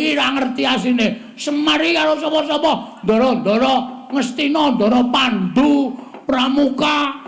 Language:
Javanese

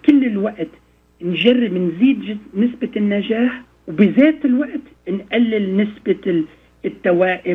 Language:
North Levantine Arabic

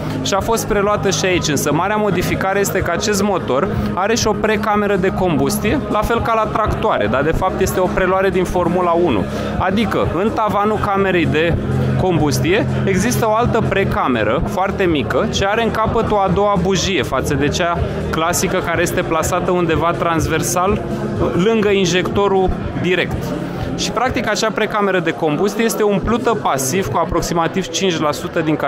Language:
Romanian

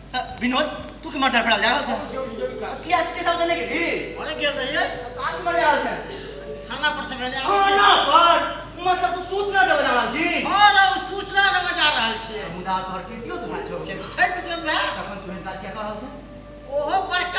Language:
Maithili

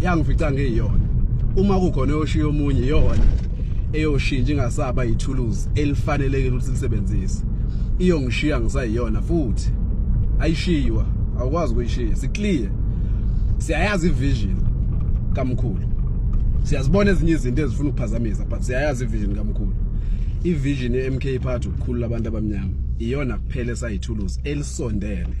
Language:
Zulu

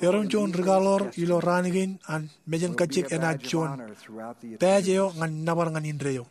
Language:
Marshallese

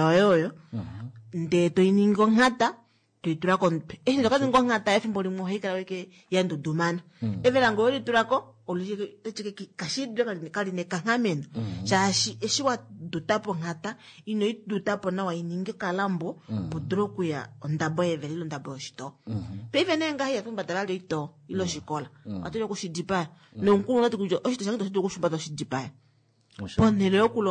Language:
Kuanyama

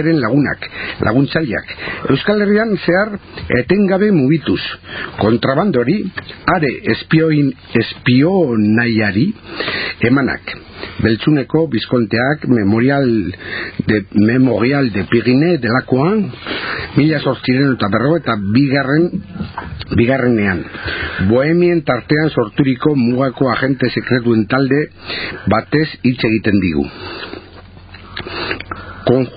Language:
Basque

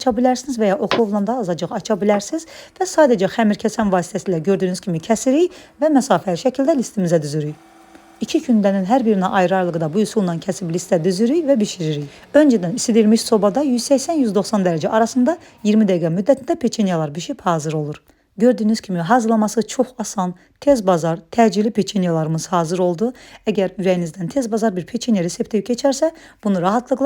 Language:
Azerbaijani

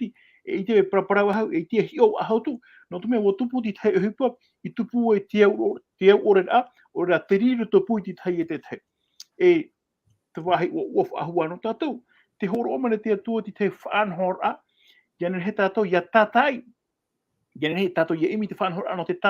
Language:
Tahitian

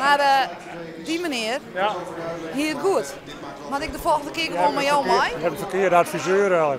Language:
Western Frisian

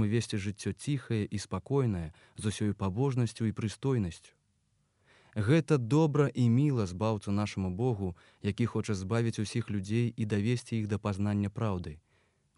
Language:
Belarusian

